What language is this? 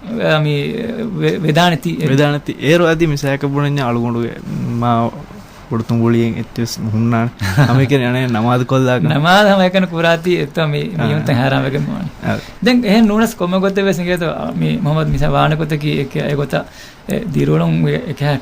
Divehi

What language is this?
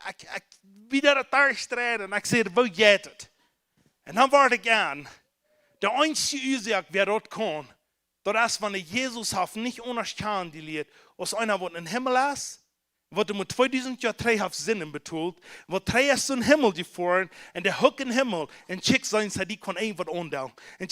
Plautdietsch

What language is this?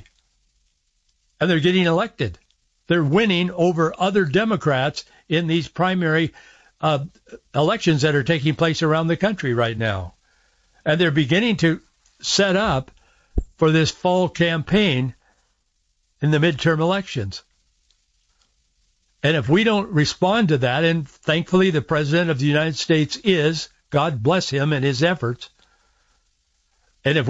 English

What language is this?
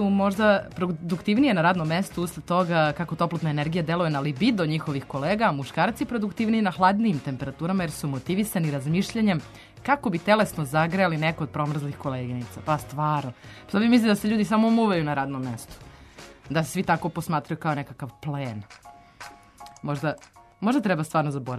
Serbian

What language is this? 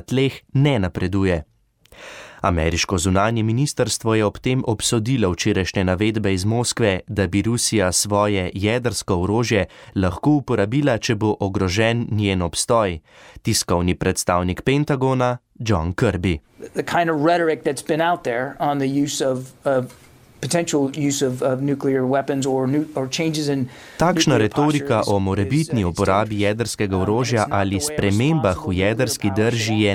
Slovenian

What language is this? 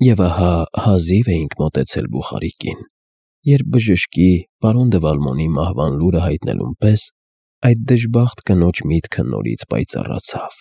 Armenian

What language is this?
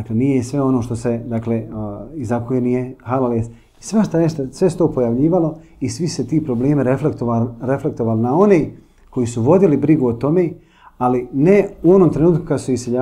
Bosnian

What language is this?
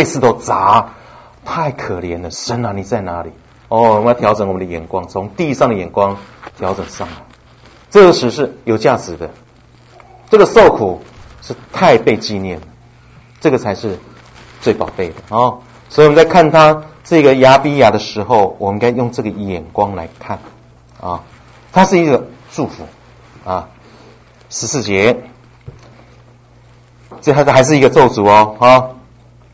Chinese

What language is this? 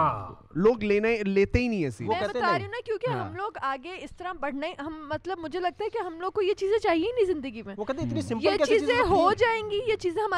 Urdu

